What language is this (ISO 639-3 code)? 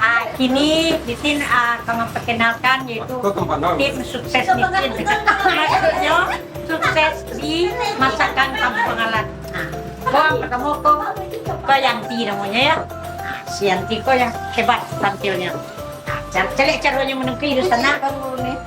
min